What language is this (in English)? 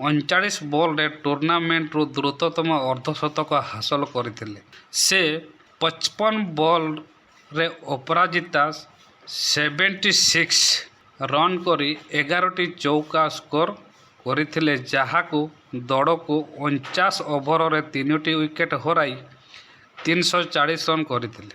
Odia